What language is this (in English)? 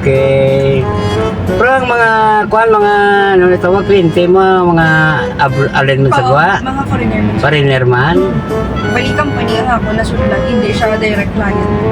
Hiligaynon